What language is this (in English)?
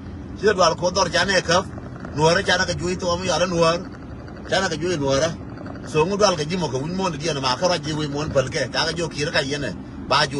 Nuer